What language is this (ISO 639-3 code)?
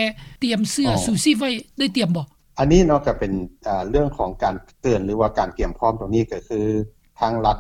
lao